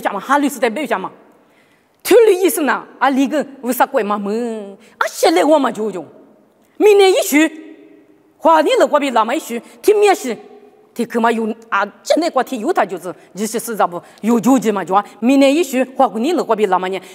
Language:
Lisu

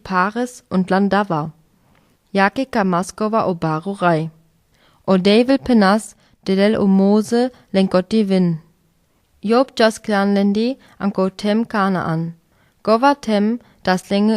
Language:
Sinte Romani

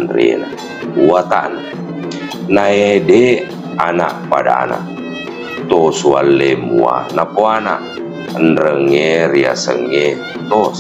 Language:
Buginese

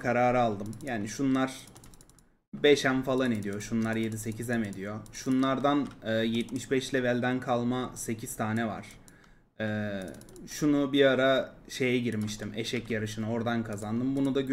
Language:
Turkish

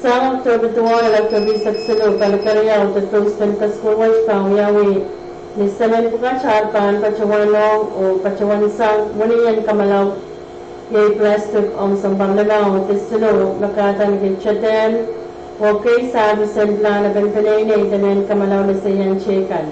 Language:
Pohnpeian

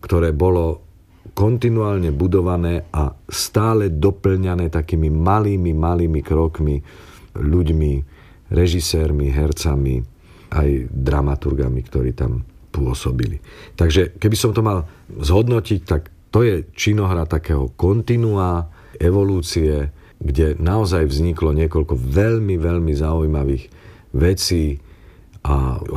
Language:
Slovak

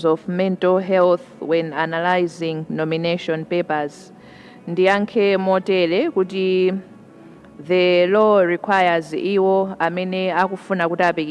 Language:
Nyanja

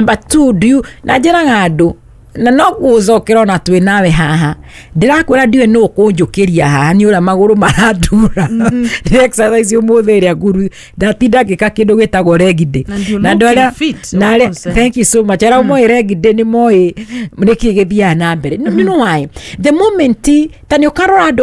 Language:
Kikuyu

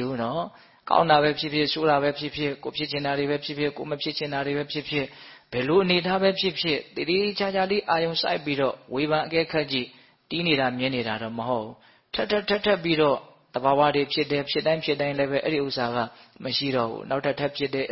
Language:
Burmese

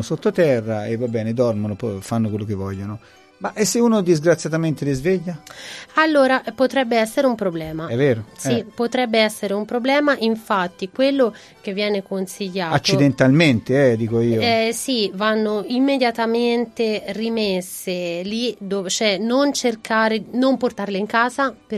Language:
Italian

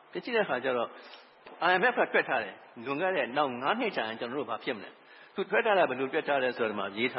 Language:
Burmese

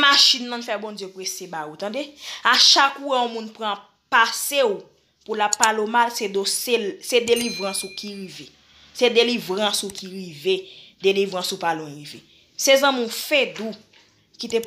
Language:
Haitian Creole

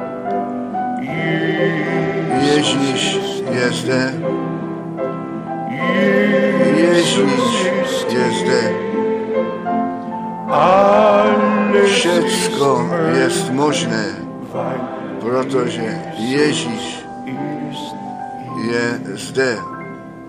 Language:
Czech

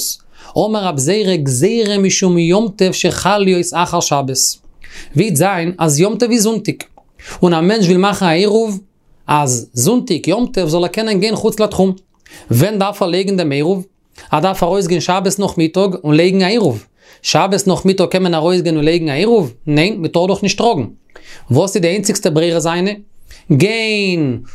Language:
Yiddish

